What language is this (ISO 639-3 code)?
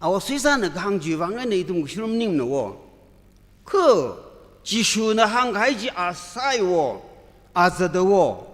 nmf